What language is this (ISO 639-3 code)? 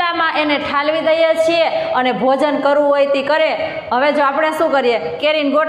guj